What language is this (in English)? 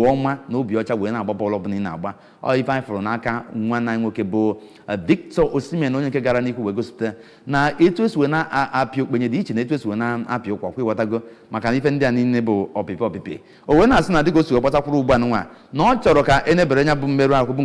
Igbo